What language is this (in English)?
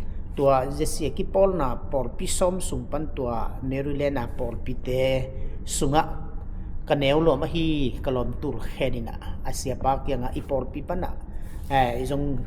Tedim Chin